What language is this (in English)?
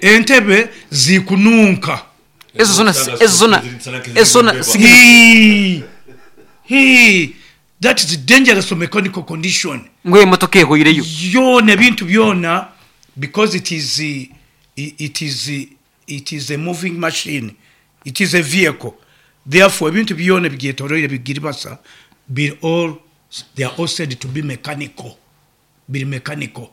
Nyoro